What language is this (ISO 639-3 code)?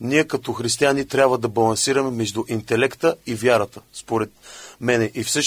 bul